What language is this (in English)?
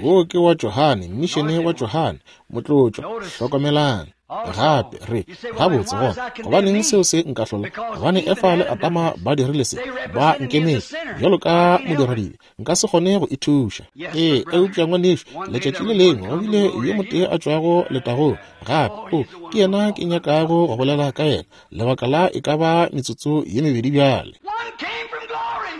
Northern Sotho